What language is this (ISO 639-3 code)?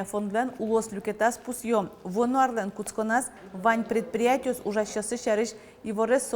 udm